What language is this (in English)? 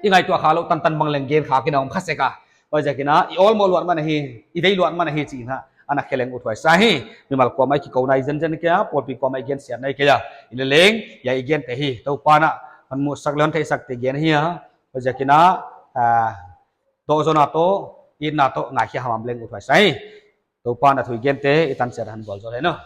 Paite Chin